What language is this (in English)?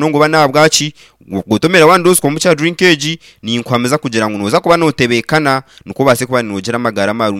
Nyankole